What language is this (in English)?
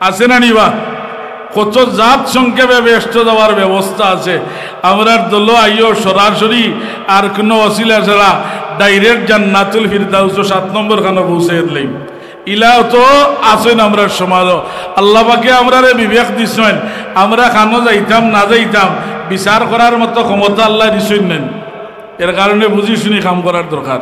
Sylheti